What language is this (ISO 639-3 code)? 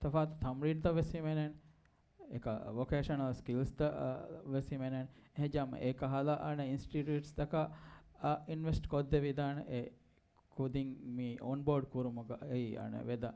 div